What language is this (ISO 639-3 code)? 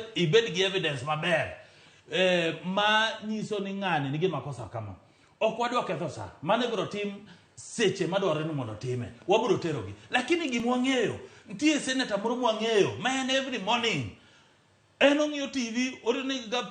luo